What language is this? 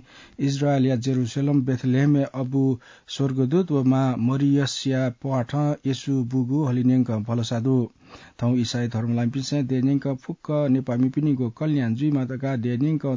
Newari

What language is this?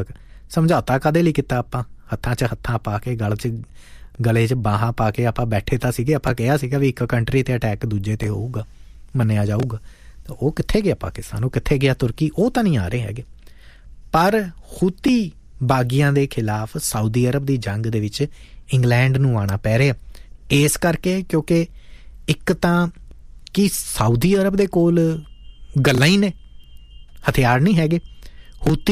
Punjabi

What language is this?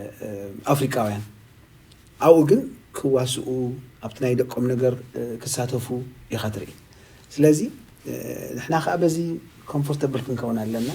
Tigrinya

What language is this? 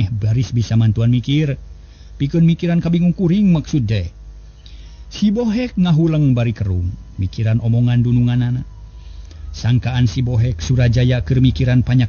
Sundanese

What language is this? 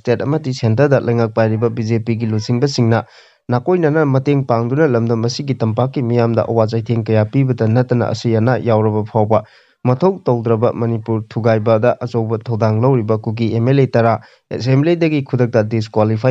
Manipuri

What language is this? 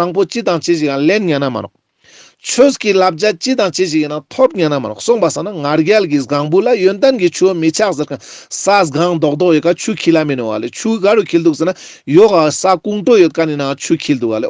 Ladakhi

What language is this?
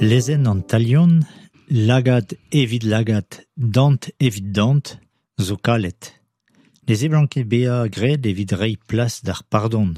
Breton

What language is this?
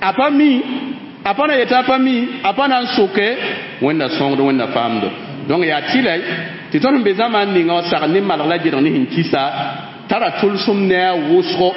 Mossi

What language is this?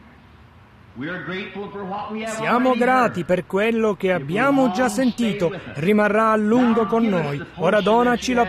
Italian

